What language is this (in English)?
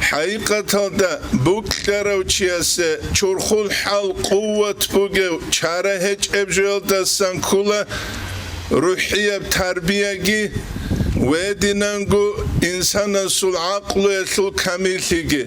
Avaric